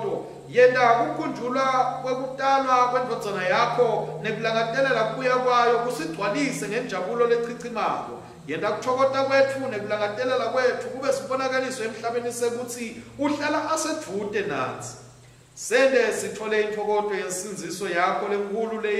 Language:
Swati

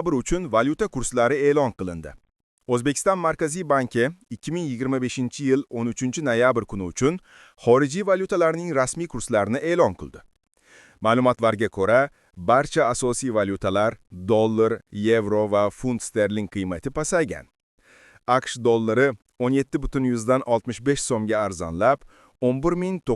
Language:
Uzbek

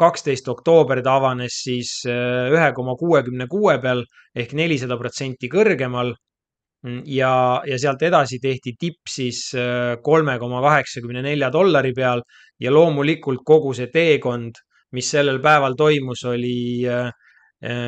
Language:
Estonian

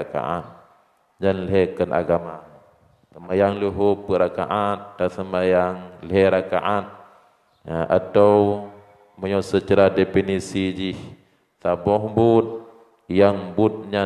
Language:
Achinese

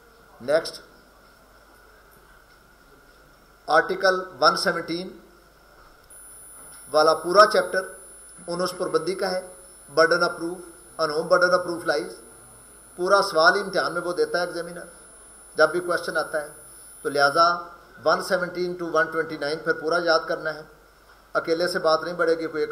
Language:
Urdu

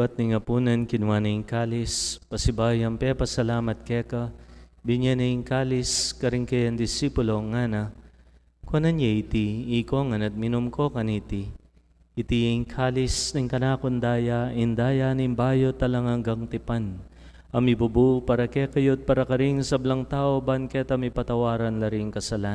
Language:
Pampanga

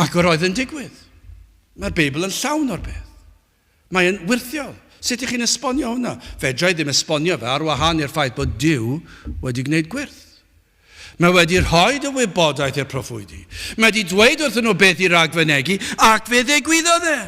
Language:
Welsh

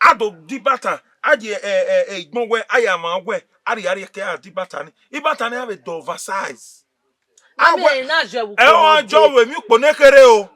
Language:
Bini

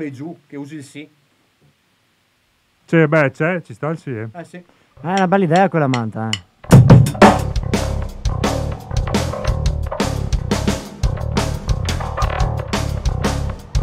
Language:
Italian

